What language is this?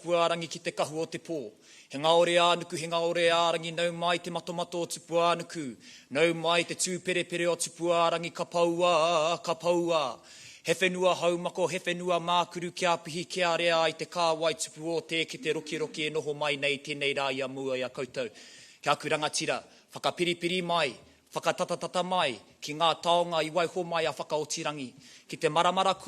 Māori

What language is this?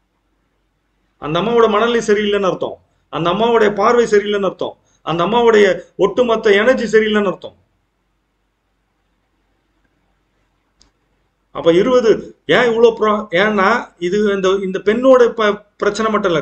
Tamil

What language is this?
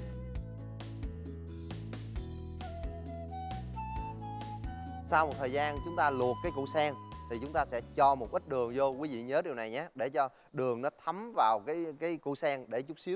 Vietnamese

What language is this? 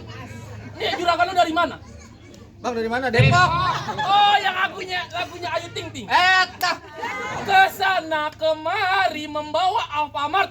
Betawi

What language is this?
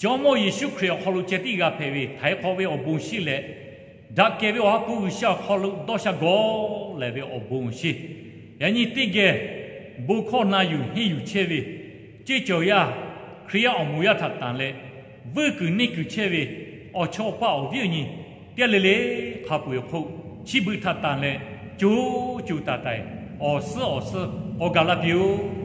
Lahu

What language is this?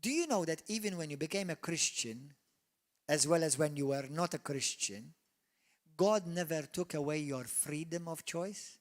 English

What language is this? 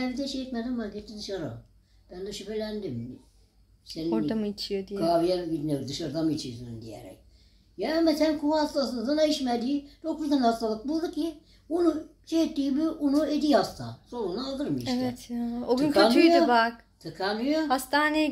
Turkish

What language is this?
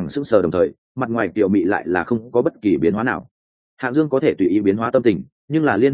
Vietnamese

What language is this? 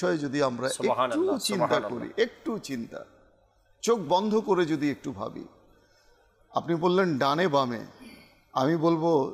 Bangla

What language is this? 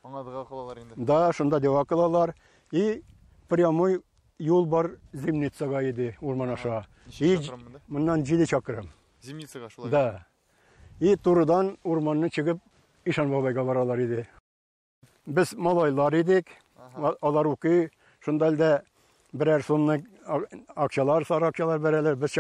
Tatar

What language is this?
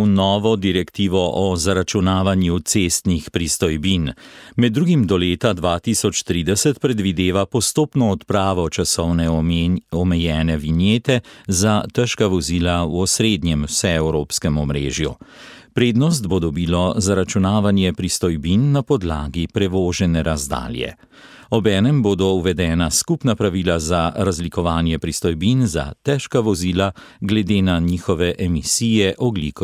Slovenian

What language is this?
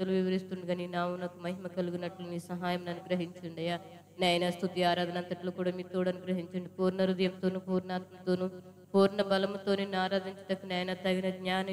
Telugu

